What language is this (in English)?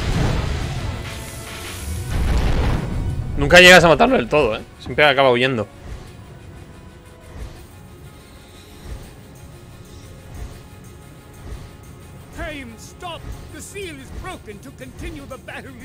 Spanish